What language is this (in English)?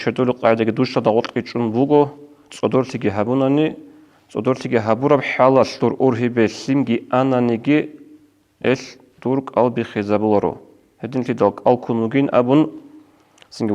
Avaric